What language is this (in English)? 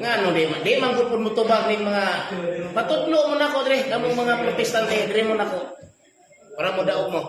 Cebuano